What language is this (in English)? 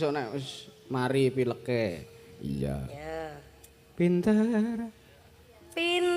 Javanese